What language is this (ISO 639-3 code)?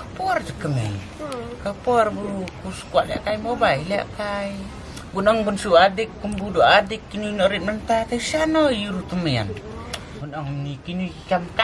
kha